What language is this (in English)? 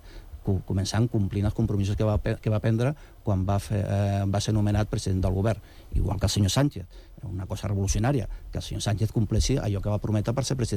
Catalan